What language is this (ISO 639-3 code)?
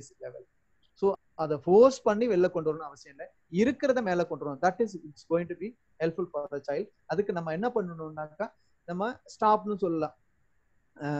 tam